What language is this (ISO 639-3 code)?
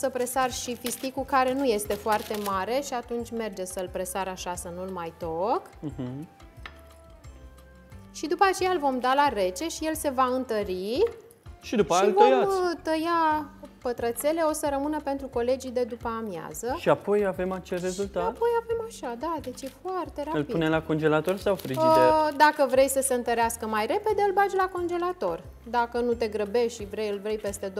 ron